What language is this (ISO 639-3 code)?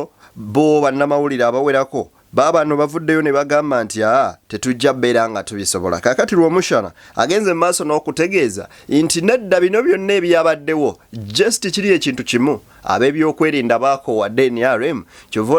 lug